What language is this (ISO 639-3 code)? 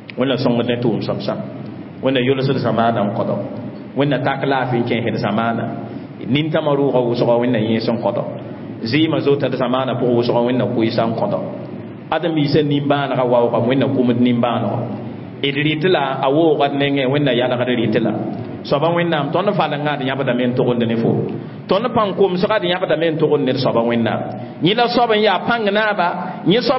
mos